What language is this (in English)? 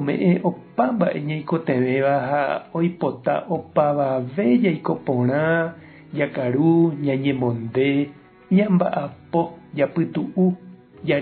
Guarani